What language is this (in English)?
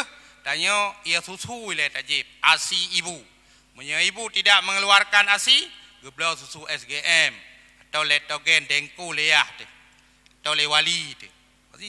Achinese